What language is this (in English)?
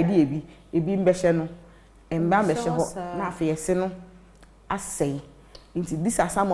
Akan